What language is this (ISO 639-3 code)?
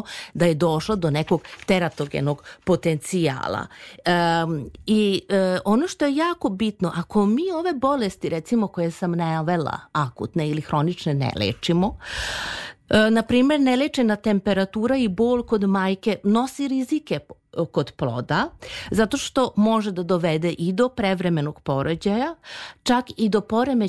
srp